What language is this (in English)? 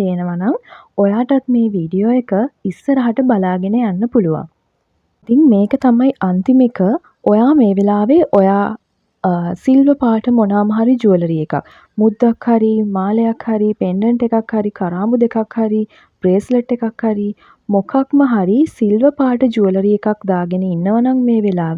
Sinhala